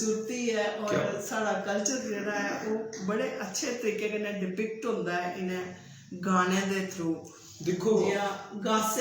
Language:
Dogri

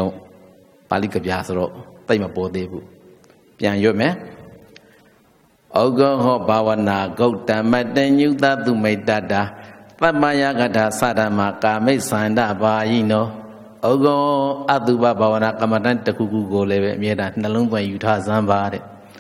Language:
Burmese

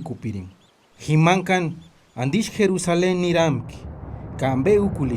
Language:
Purepecha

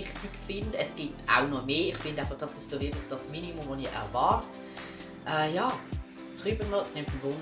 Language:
Swiss German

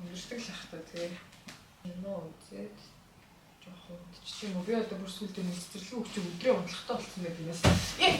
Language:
Mongolian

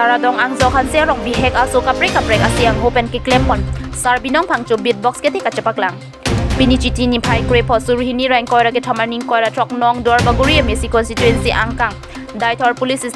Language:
Karbi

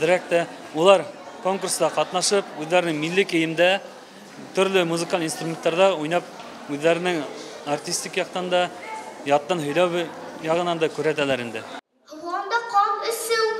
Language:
Bashkir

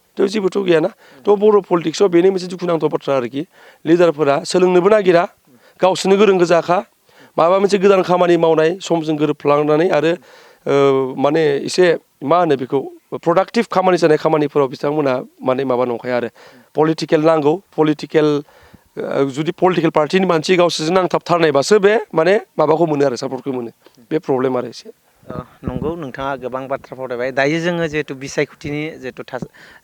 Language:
Bodo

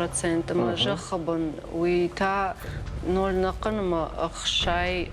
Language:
Ossetic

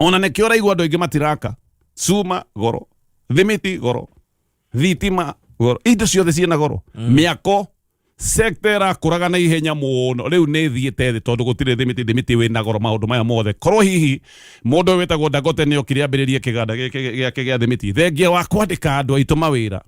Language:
Kikuyu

